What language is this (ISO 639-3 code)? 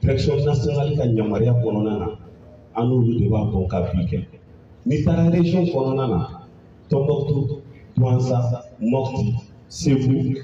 bam